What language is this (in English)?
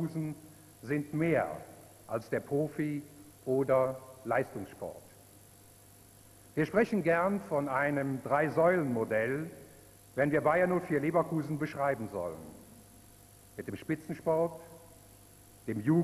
German